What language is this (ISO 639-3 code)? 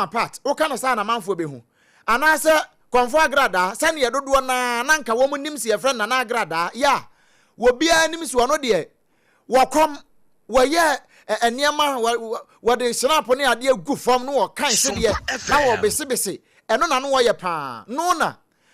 aka